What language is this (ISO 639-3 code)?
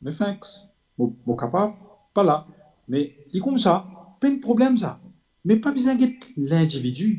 mfe